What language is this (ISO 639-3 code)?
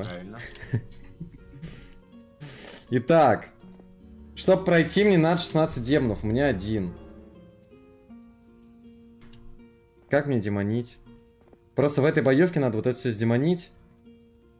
rus